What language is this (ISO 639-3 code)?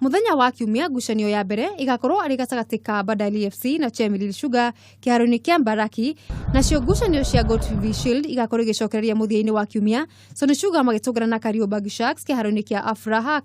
kik